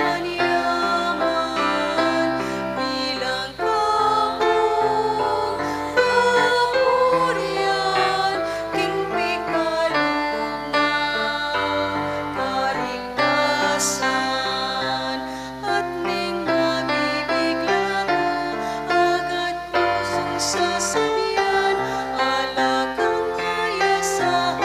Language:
Pampanga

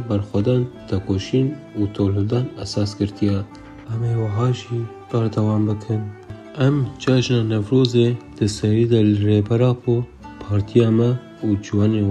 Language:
Kurdish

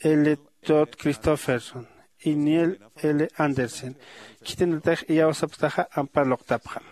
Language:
Aymara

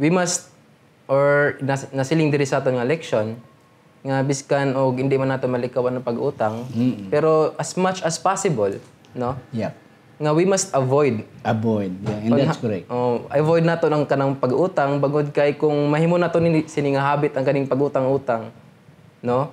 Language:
Hiligaynon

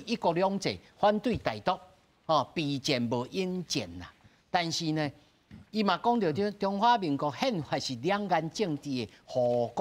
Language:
Min Nan Chinese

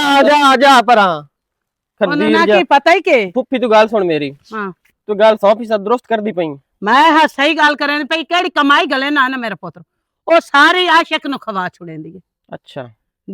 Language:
Western Panjabi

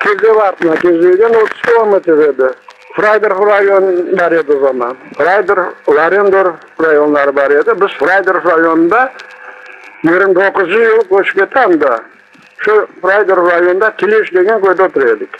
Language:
Crimean Tatar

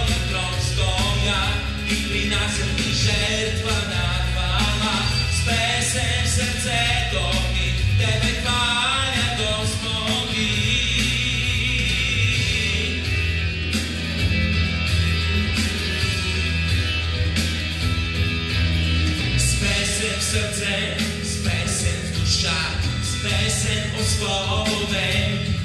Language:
Bulgarian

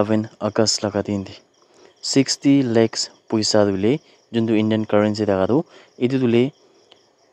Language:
Naga Pidgin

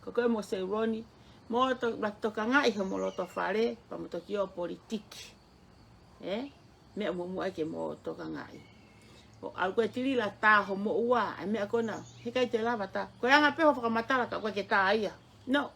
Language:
Tongan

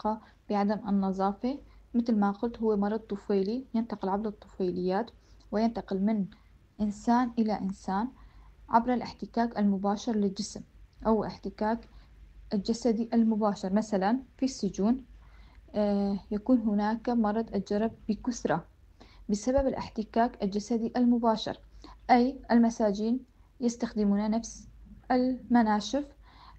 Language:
North Levantine Arabic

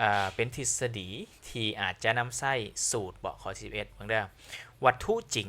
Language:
Lao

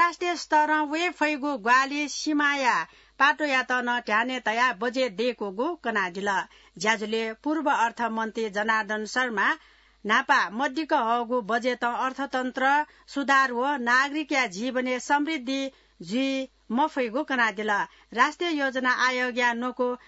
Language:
Newari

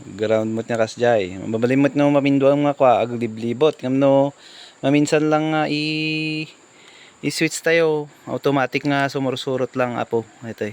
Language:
Iloko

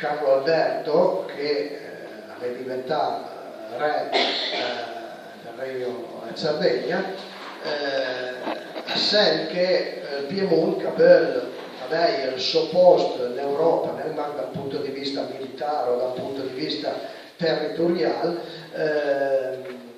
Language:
Piedmontese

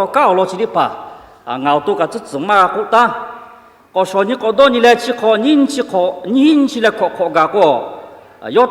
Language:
Lahu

